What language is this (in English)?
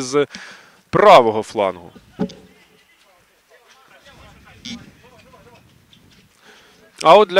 Ukrainian